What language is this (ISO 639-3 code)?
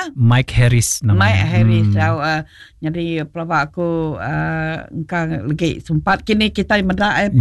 iba